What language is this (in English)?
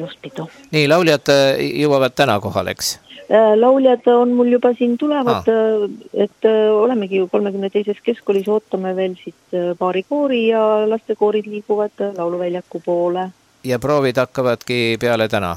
Estonian